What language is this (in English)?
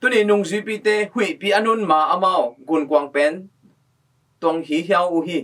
Tedim Chin